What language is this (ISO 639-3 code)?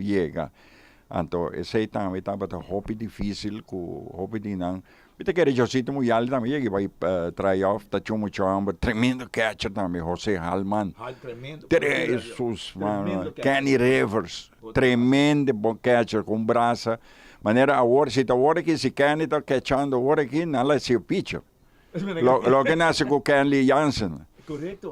pap